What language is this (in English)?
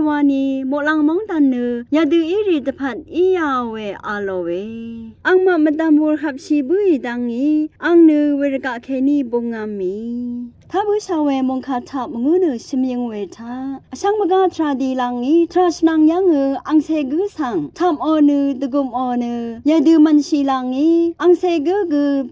Rawang